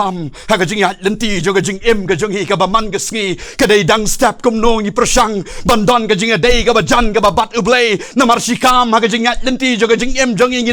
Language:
Khasi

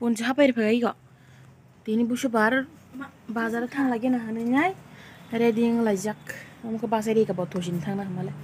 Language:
Kok Borok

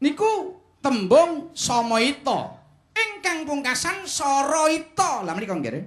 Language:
Javanese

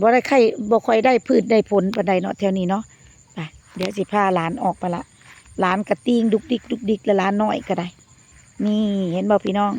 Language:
Lao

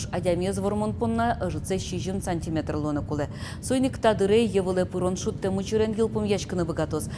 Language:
Udmurt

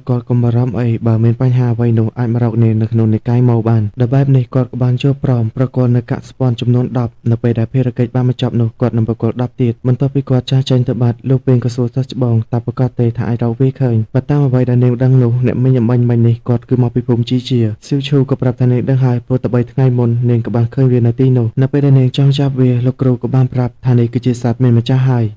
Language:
Khmer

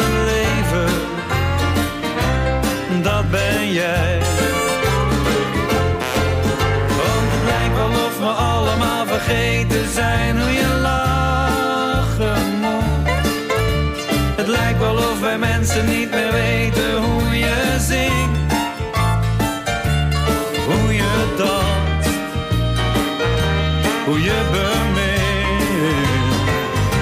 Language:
Dutch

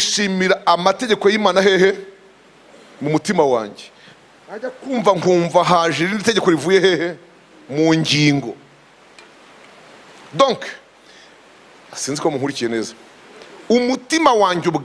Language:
Kinyarwanda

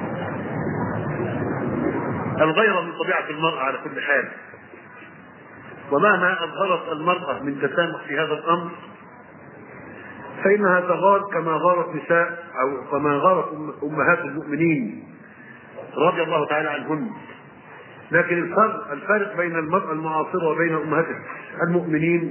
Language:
Arabic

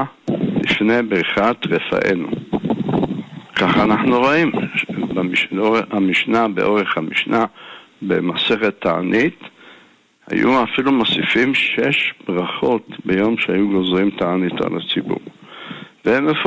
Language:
Hebrew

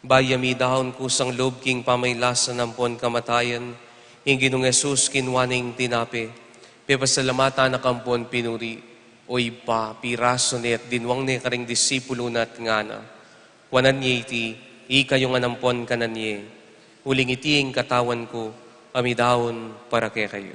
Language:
Pampanga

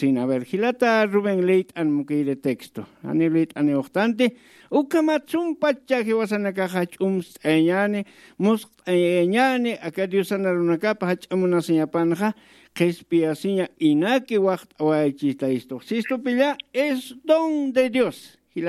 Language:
Aymara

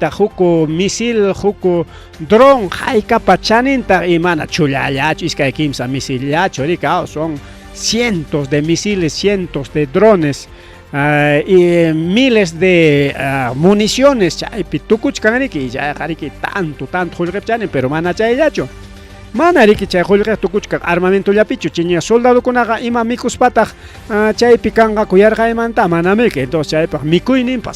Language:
Ayacucho Quechua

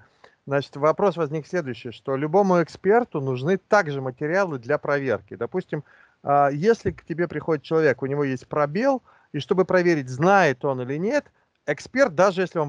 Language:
Russian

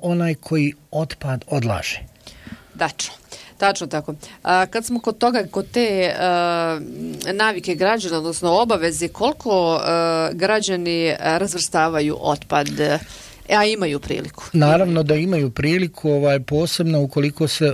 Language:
Bosnian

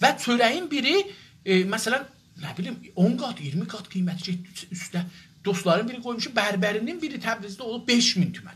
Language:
South Azerbaijani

